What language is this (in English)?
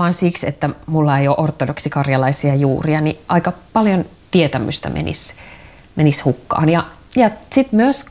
Finnish